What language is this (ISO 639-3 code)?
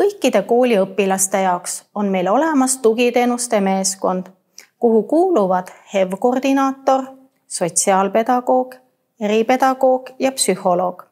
est